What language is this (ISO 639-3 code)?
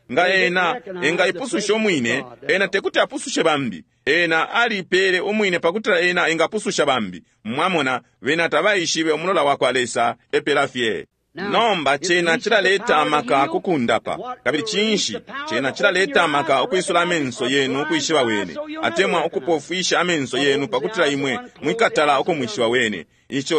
bem